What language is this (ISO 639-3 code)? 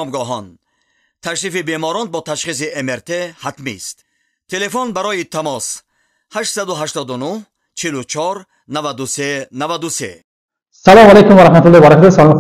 tgk